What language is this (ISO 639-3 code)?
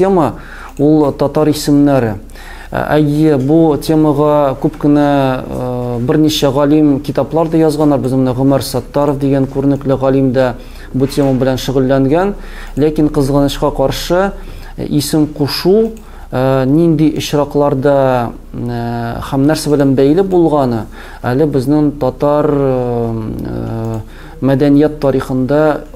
tat